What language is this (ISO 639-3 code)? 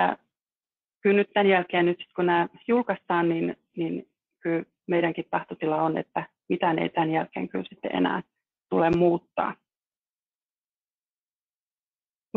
fin